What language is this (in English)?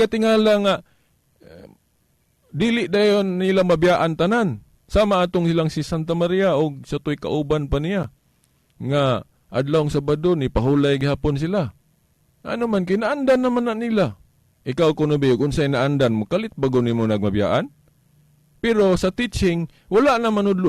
Cebuano